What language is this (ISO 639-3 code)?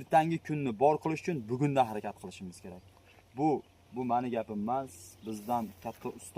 uzb